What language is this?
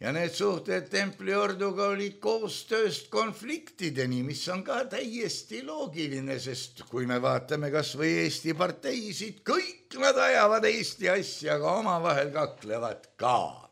Estonian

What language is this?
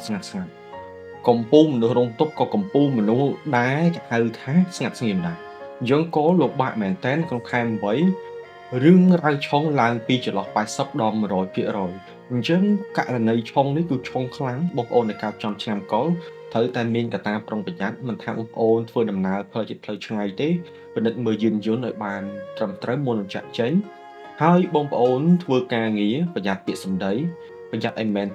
Khmer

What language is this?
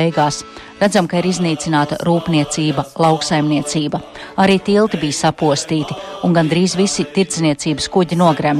Latvian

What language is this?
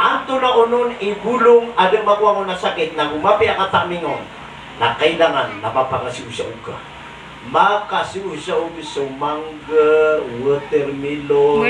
Maranao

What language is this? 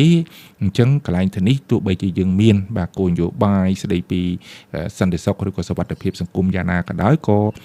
Khmer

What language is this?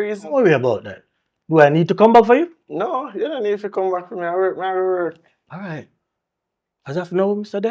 Jamaican Creole English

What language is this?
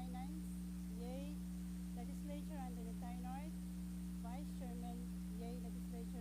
Pohnpeian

